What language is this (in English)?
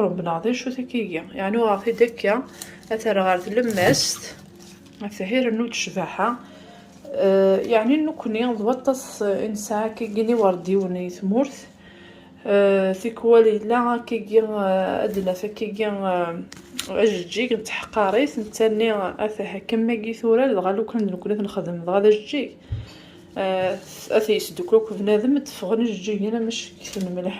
Kabyle